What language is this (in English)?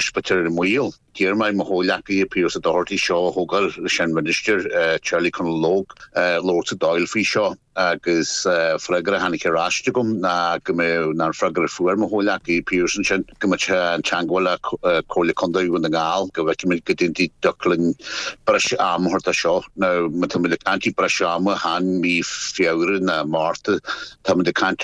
Irish